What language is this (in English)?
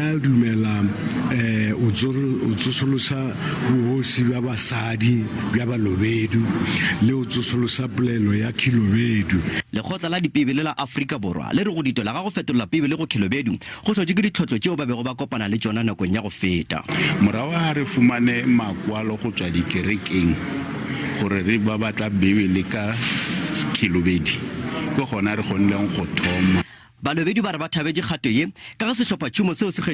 Northern Sotho